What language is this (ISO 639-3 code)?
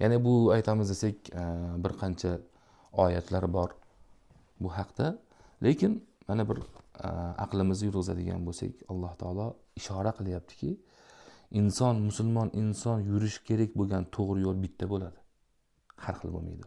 uzb